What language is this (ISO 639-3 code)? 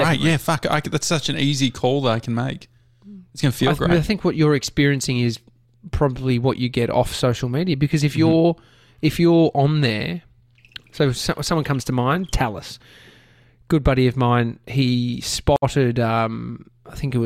eng